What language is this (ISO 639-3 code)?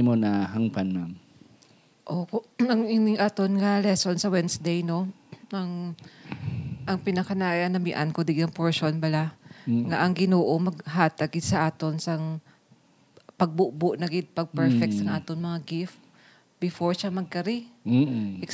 hil